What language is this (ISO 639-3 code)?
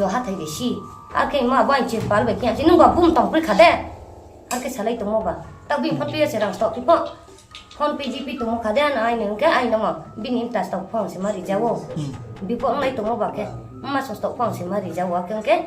ria